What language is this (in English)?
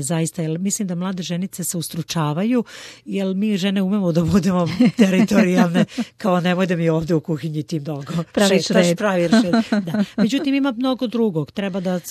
Serbian